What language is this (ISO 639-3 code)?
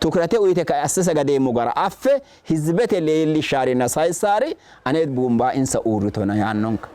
sid